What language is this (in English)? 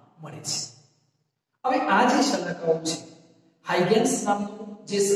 Gujarati